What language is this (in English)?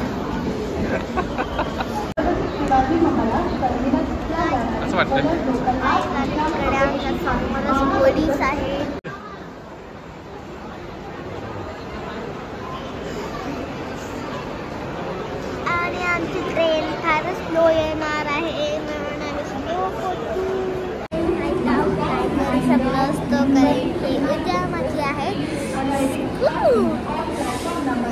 Marathi